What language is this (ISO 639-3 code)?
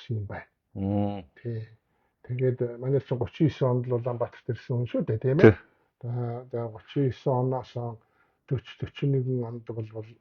mon